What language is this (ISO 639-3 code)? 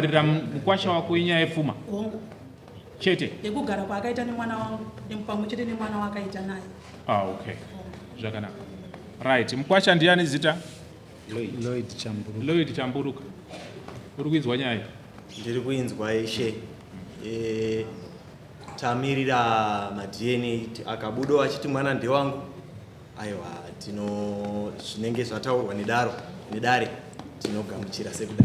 sna